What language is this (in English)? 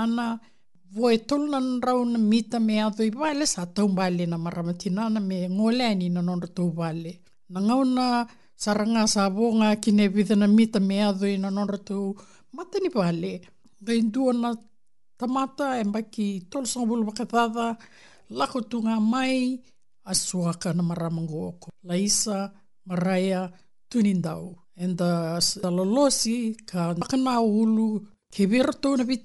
Fijian